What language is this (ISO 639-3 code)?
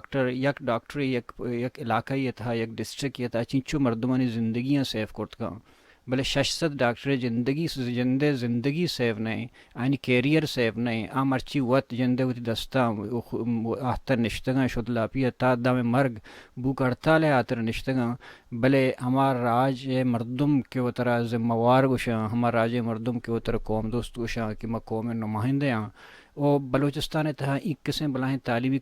bal